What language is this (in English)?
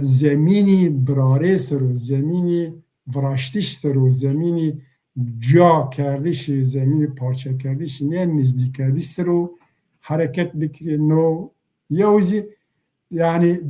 Zaza